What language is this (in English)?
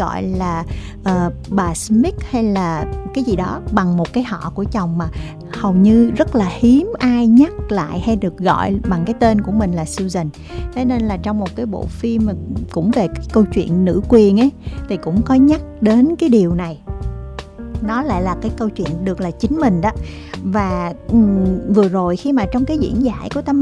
Vietnamese